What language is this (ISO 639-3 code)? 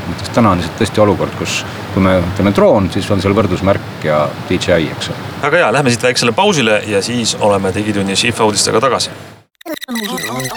est